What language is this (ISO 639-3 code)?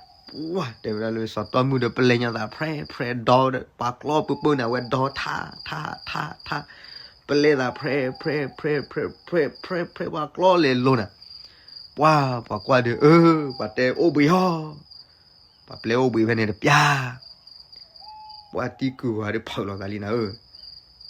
ksw